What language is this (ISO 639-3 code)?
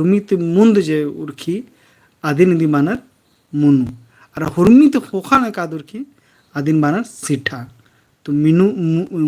kru